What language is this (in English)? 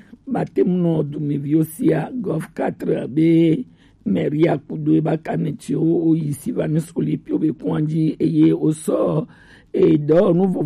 Gen